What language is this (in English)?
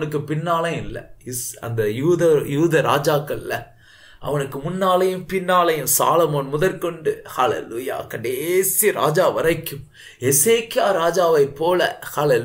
Tamil